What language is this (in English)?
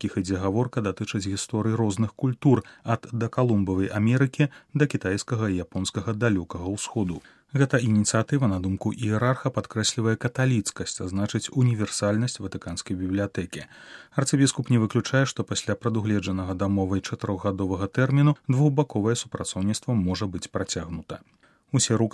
Belarusian